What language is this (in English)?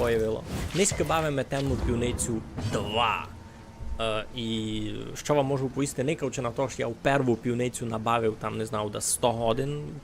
Rusyn